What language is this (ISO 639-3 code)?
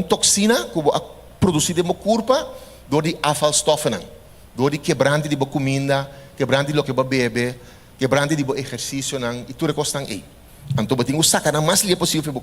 pap